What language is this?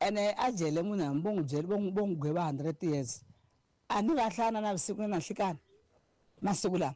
Tsonga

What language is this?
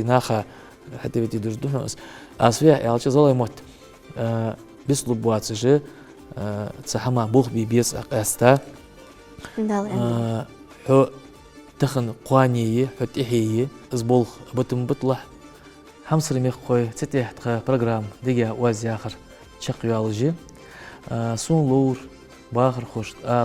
Ingush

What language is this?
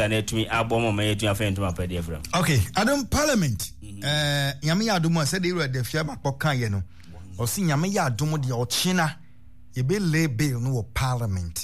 Akan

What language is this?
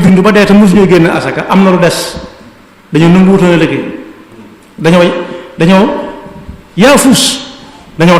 Wolof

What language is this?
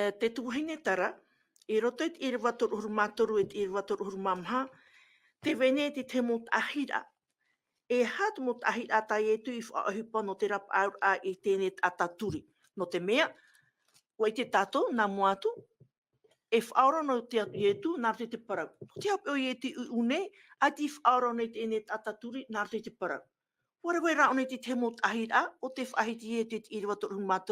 Tahitian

